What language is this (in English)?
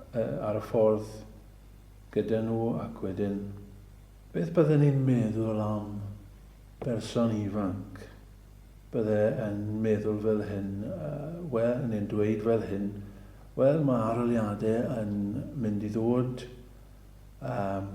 Welsh